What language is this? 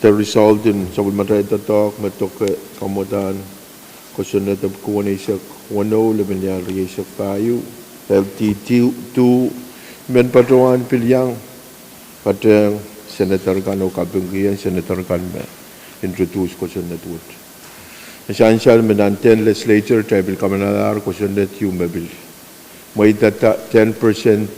Pohnpeian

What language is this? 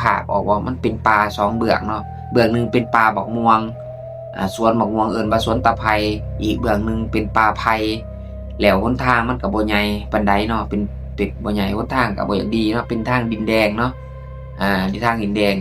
Lao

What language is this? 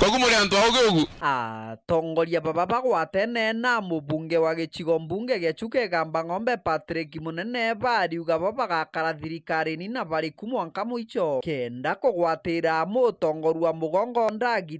Meru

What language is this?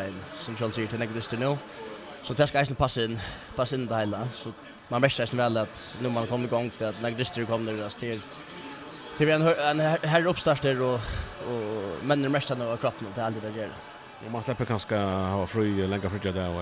Faroese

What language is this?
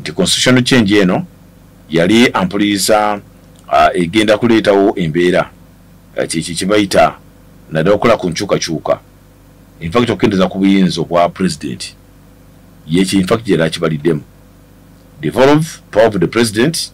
Ganda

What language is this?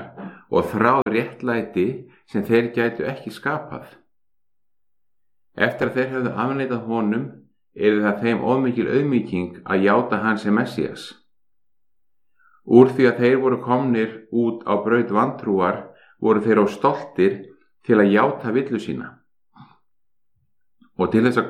Icelandic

